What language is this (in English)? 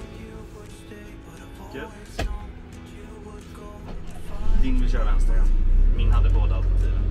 Swedish